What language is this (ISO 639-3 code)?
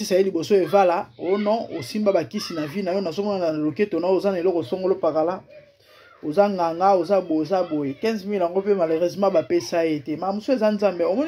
lin